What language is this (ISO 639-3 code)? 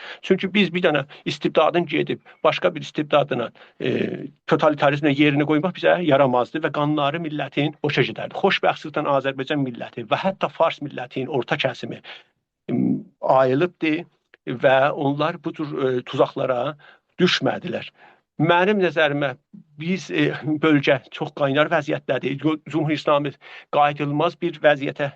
azb